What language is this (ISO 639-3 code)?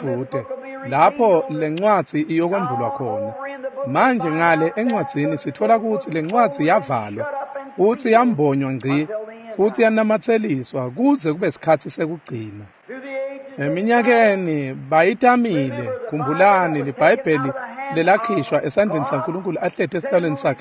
ssw